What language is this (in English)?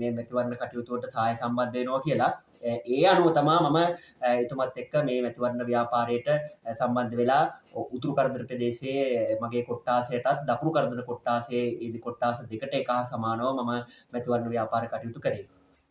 Sinhala